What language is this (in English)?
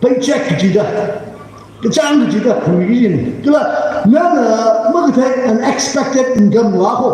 Tangkhul Naga (India)